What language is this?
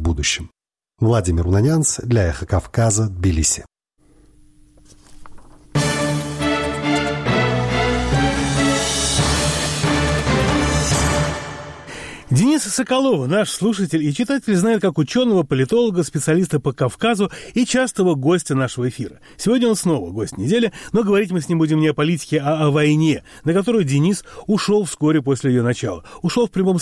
Russian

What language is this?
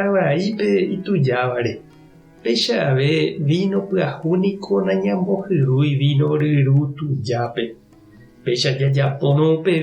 Guarani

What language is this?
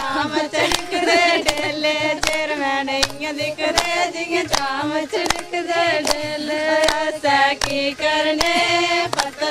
Dogri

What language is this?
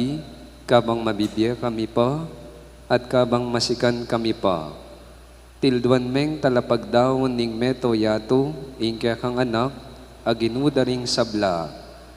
Pampanga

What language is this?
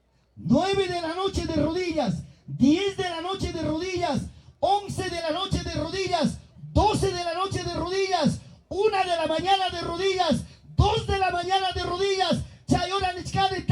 Ayacucho Quechua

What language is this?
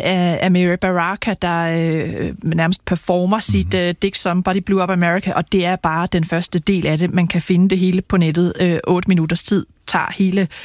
Danish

